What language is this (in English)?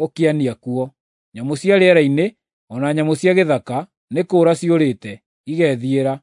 Kikuyu